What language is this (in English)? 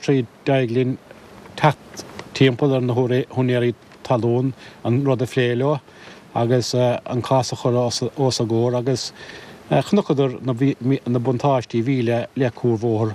Irish